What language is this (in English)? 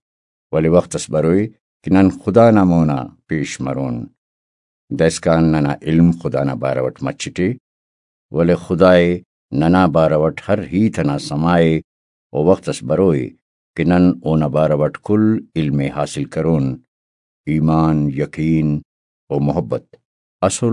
Brahui